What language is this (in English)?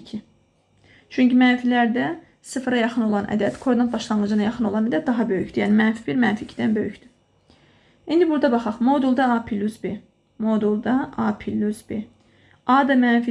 Azerbaijani